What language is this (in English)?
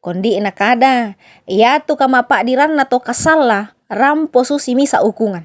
Toraja-Sa'dan